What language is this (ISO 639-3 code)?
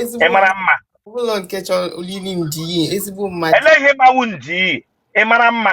ibo